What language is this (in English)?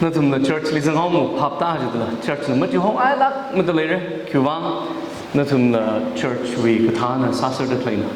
Tangkhul Naga (India)